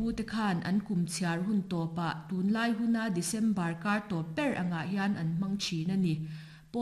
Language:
Mizo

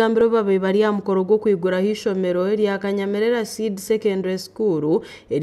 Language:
Nyankole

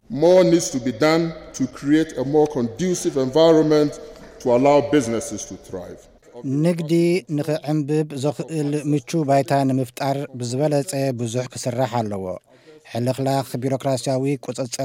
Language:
Tigrinya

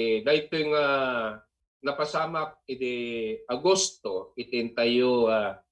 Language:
Iloko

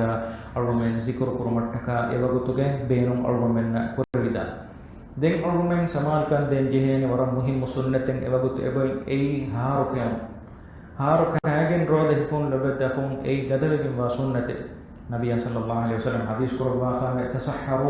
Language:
Divehi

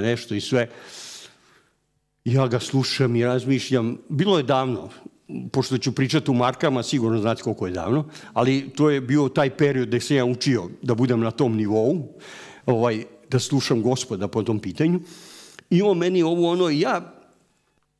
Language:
Serbian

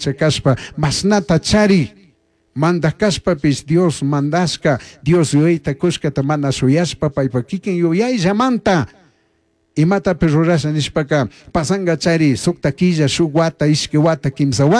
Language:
Chimborazo Highland Quichua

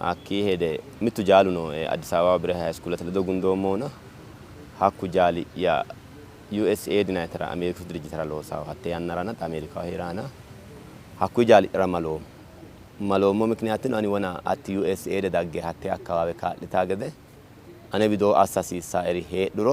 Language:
Sidamo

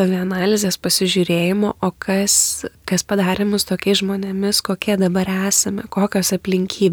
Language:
Lithuanian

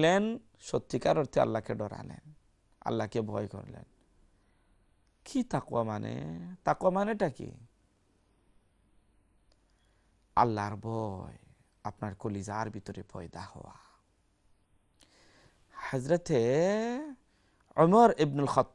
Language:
Bangla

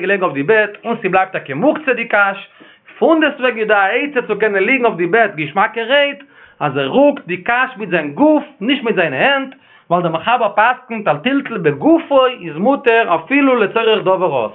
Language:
Yiddish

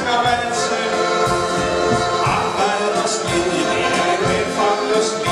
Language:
Danish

